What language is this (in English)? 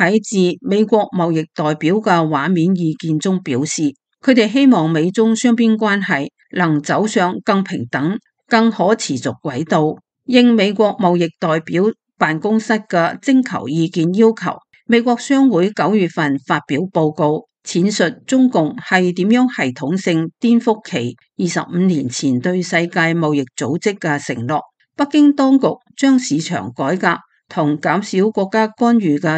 Cantonese